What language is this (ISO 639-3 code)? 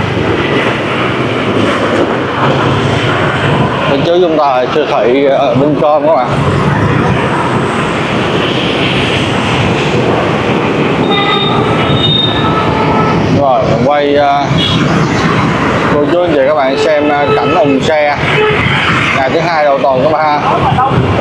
vie